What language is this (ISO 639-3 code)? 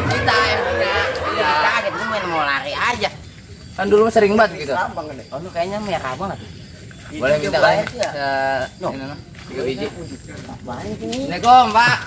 bew